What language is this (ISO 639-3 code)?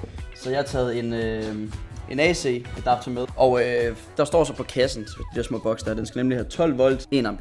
dan